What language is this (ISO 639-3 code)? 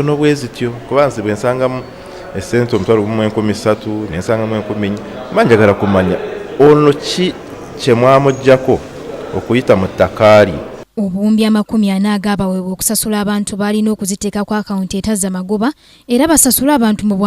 lug